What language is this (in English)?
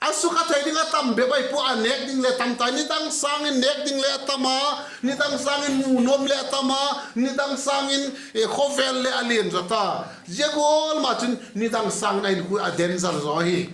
Vaiphei